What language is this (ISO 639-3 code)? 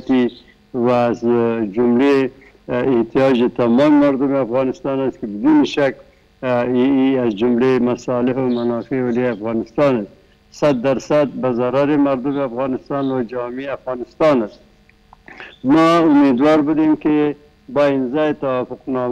fas